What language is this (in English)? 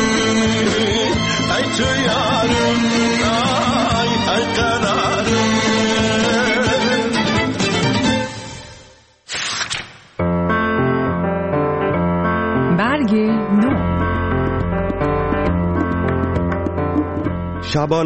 Persian